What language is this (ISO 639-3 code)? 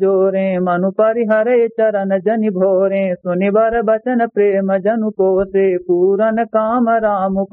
awa